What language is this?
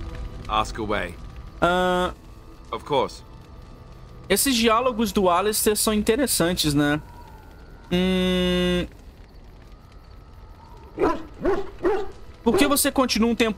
Portuguese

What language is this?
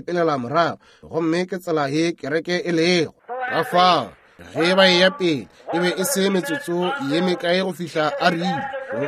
Northern Sotho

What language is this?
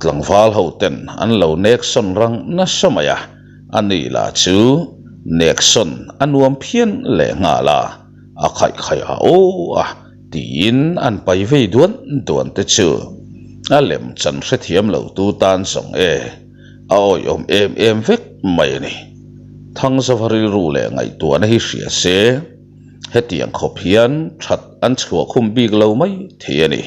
Mizo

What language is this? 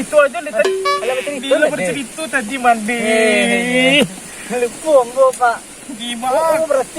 Minangkabau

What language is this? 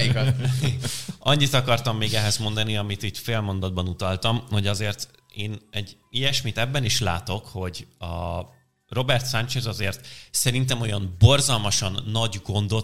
Hungarian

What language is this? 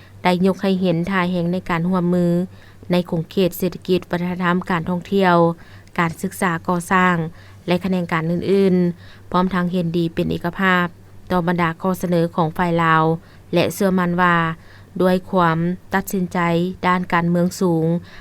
Lao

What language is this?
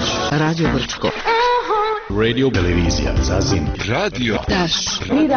Bosnian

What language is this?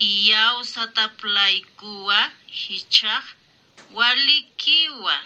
Aymara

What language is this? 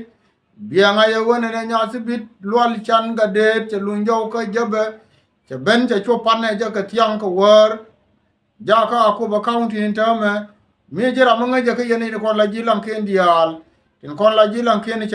Nuer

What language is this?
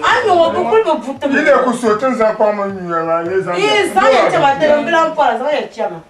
Dagbani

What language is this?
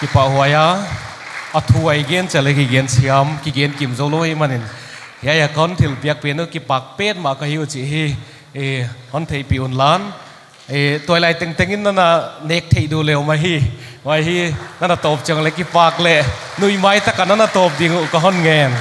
Paite Chin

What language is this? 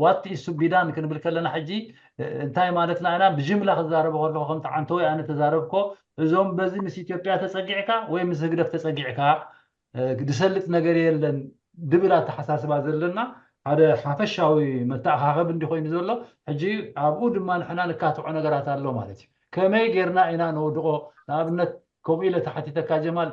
Tigrinya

